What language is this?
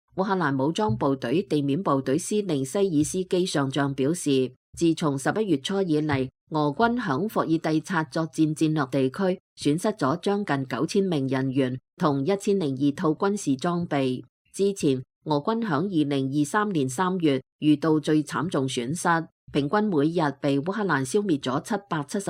Cantonese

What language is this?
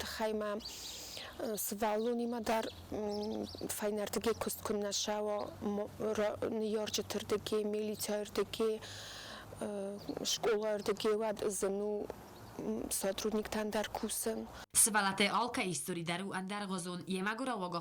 Ossetic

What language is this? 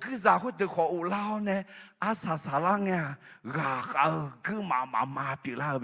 Akha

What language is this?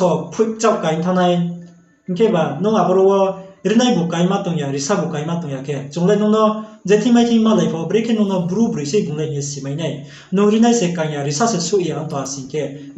Riang (India)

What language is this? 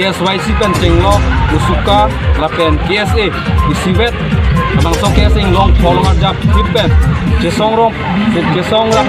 Karbi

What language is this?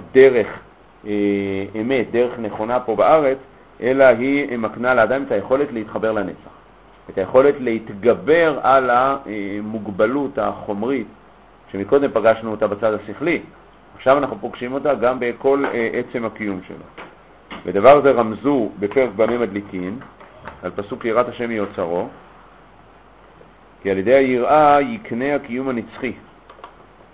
Hebrew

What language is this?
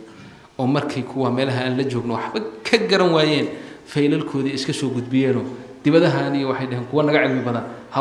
Somali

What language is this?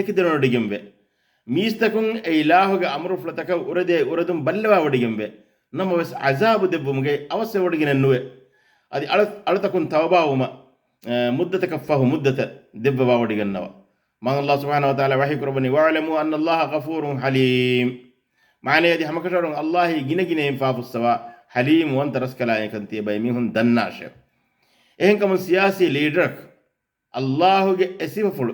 Divehi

